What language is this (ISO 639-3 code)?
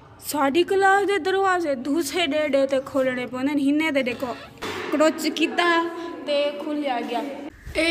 skr